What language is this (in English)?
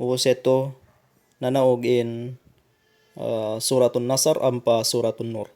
Tausug